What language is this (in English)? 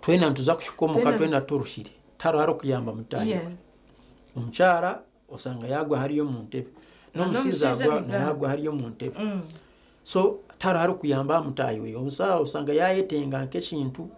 Nyankole